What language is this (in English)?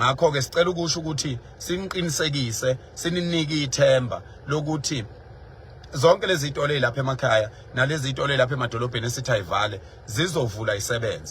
Zulu